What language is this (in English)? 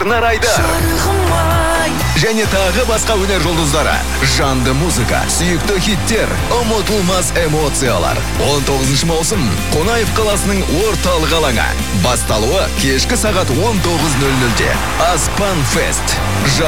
Kazakh